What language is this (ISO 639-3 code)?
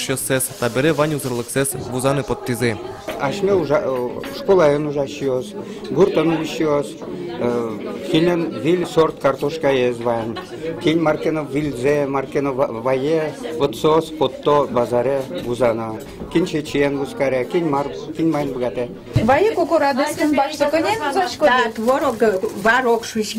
udm